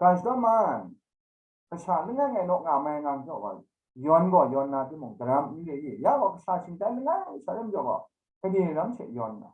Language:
Kachin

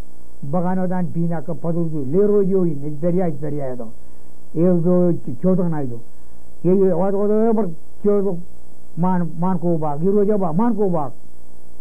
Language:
Marshallese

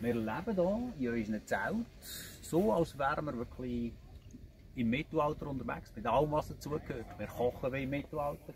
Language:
Swiss German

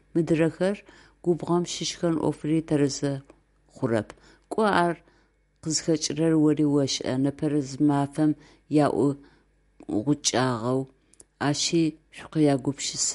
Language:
Adyghe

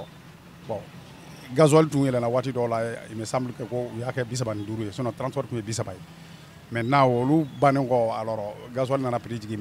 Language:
Bambara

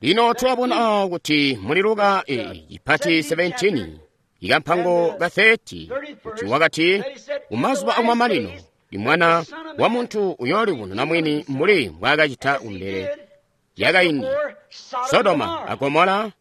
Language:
Tonga (Zambia)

